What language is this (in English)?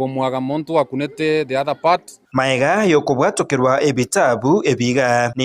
Gusii